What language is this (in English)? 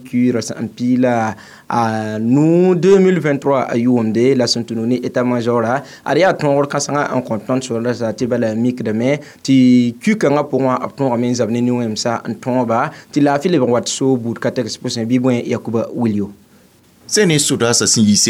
Mossi